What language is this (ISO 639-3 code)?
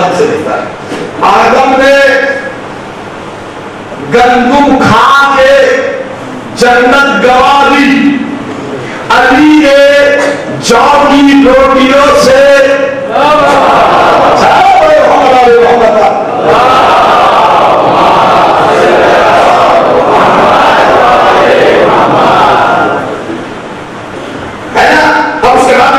urd